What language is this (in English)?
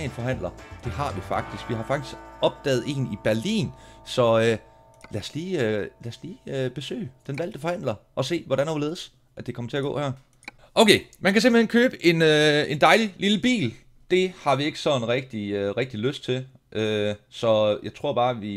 Danish